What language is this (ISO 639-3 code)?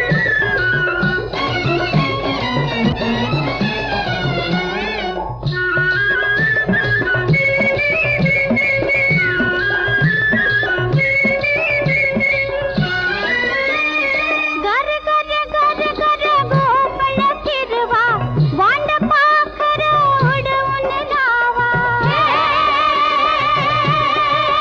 mar